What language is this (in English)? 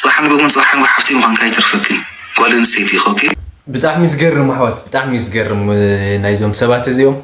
Tigrinya